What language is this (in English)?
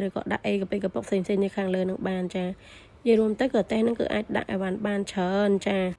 Khmer